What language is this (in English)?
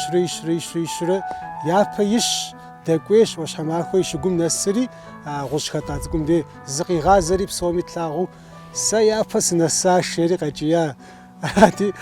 Kabardian